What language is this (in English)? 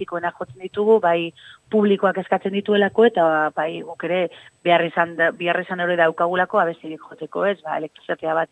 Basque